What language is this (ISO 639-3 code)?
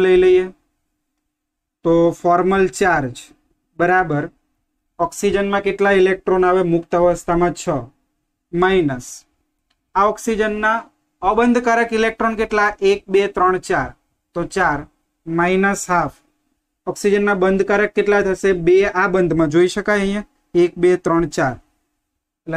guj